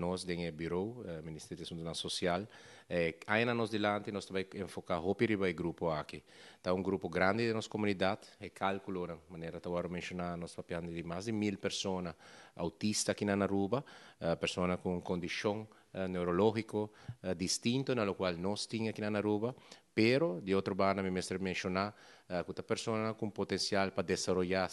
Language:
Papiamento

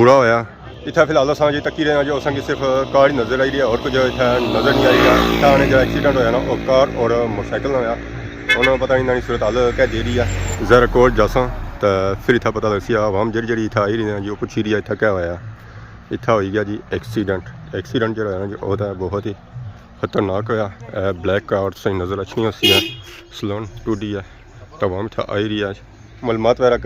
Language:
Pahari-Potwari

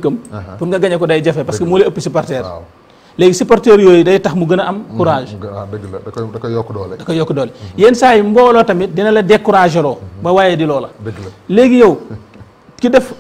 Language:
Wolof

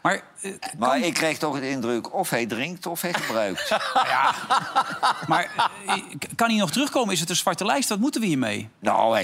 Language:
Dutch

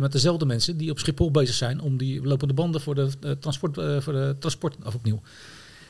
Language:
Dutch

